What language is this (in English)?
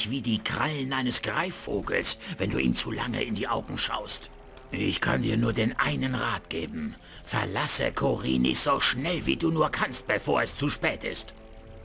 Bavarian